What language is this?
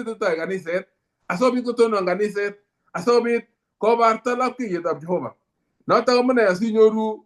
Kalenjin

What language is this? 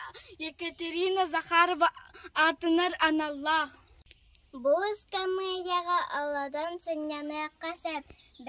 Yakut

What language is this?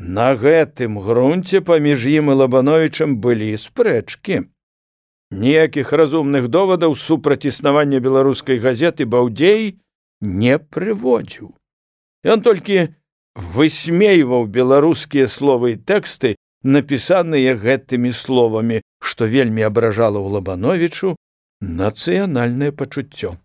Belarusian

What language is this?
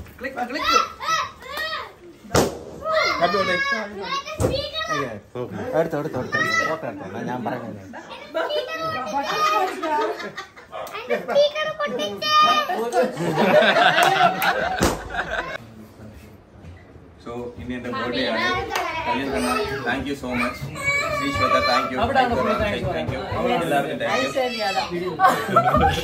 Malayalam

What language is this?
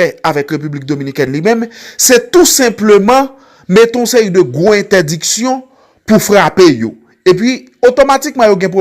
Haitian Creole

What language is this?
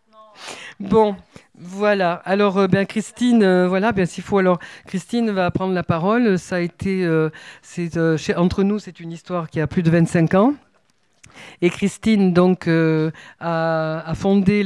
French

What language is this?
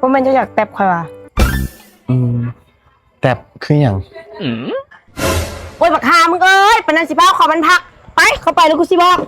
Northeastern Thai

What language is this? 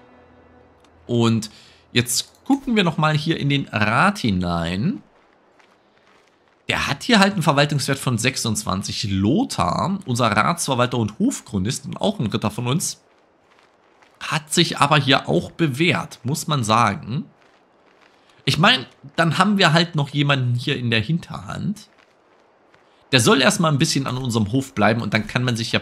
German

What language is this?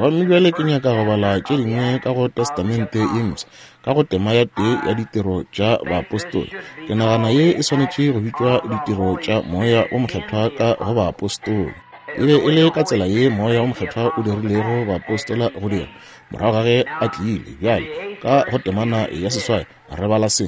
Northern Sotho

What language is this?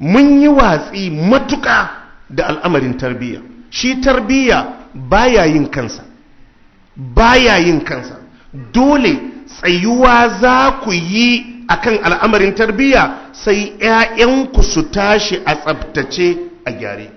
Hausa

